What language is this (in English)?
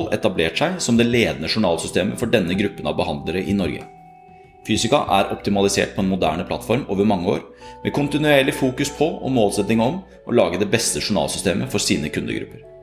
Norwegian